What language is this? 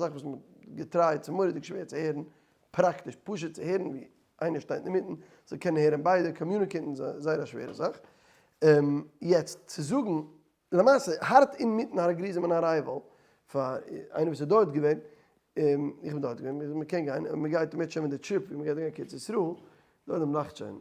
Yiddish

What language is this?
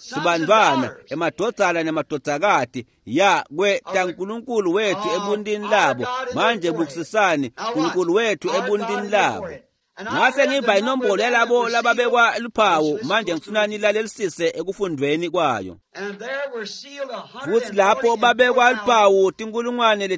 Swati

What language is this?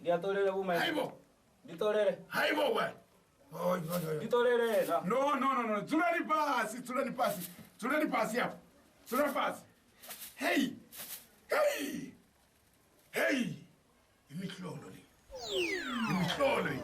Venda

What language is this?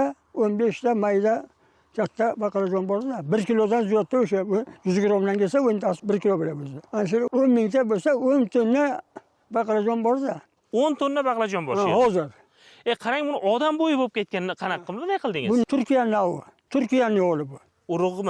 Uzbek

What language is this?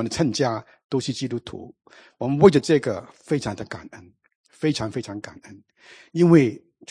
Chinese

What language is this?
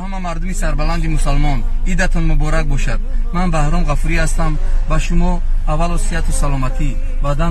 Tajik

